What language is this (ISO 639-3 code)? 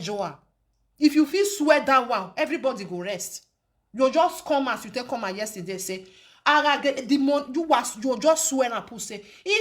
pcm